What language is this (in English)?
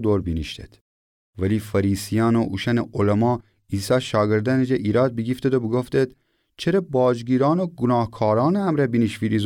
Gilaki